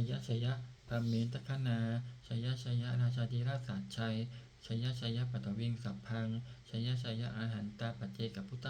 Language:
Pali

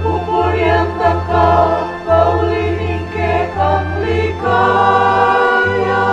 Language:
Pampanga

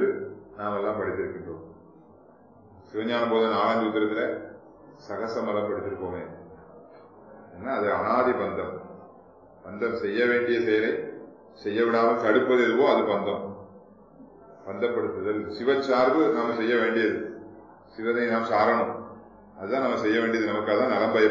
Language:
Tamil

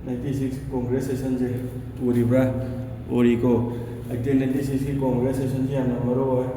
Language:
Manipuri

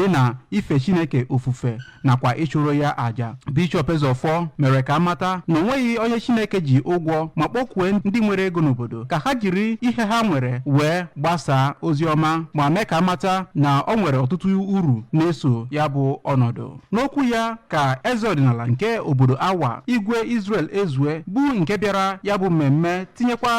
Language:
Igbo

